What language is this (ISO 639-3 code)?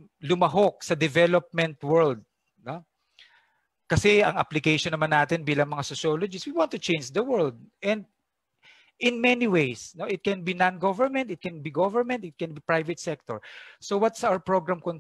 fil